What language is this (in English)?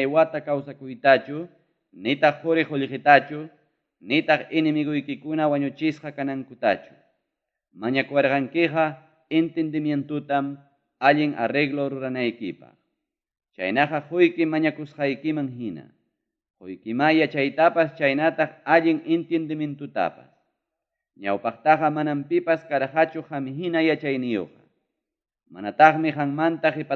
Ayacucho Quechua